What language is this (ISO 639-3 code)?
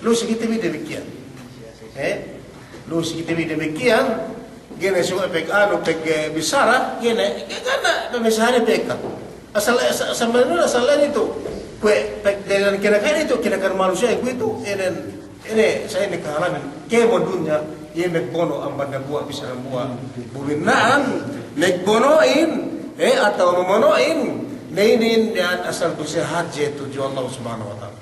yka